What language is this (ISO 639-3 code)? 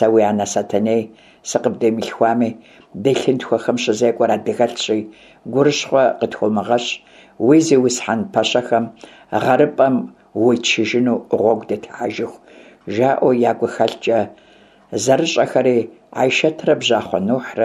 kbd